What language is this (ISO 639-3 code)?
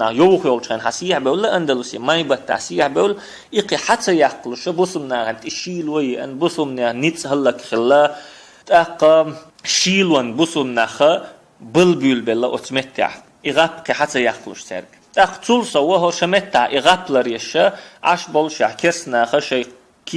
che